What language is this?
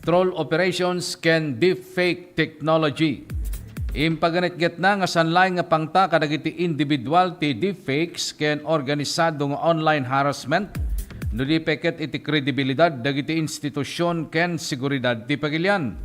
Iloko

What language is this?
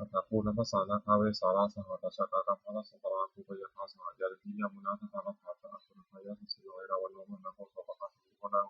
Pali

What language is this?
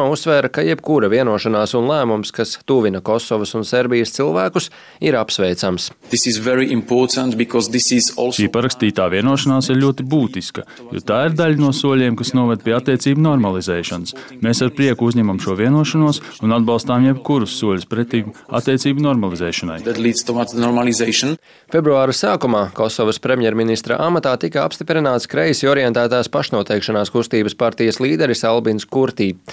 Latvian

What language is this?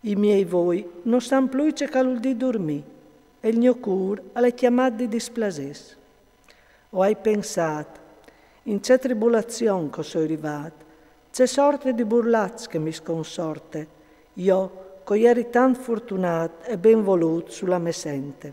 Friulian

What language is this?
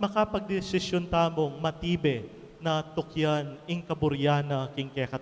Pampanga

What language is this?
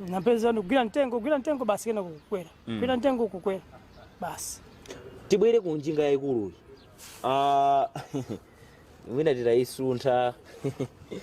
Nyanja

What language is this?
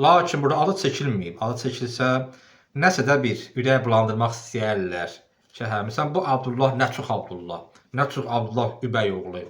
Azerbaijani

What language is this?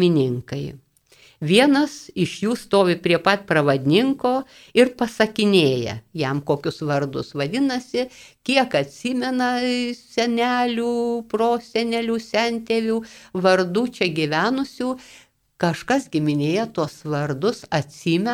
Lithuanian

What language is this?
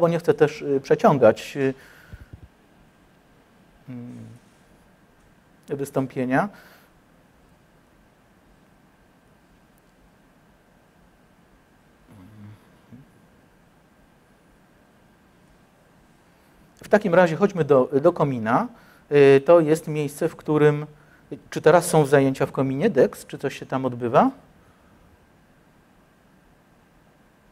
Polish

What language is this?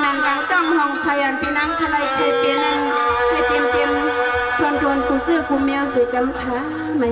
Shan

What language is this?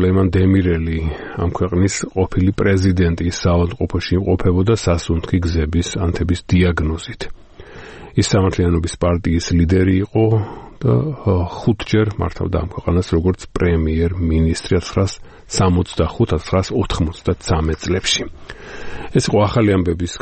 Georgian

